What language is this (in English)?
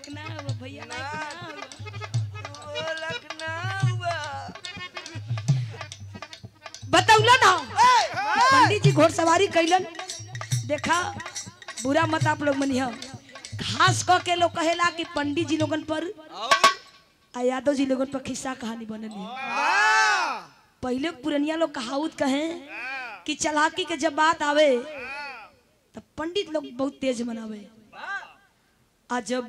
Bhojpuri